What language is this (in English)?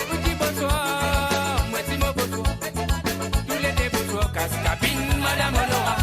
Morisyen